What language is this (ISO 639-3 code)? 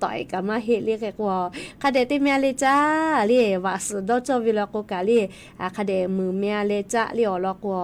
lhu